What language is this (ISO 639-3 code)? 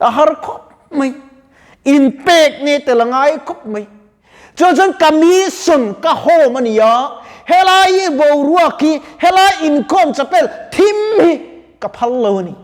lus